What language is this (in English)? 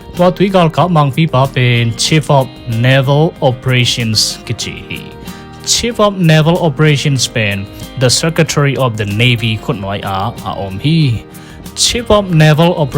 Tedim Chin